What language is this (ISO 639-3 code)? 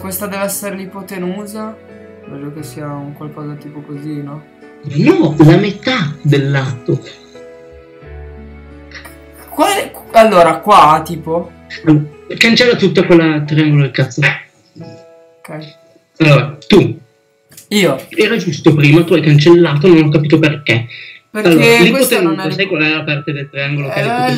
ita